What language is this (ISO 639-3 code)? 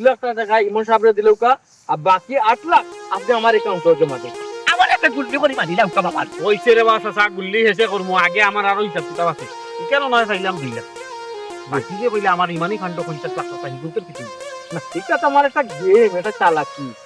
syl